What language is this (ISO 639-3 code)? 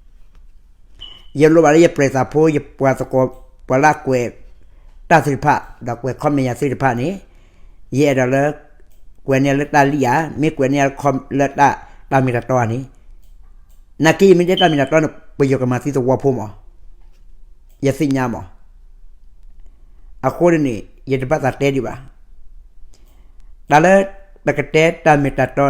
ksw